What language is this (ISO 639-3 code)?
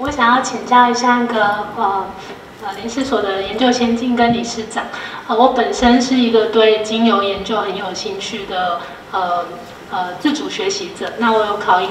zho